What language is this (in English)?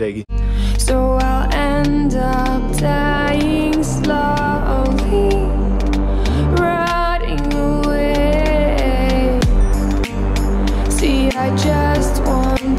Hindi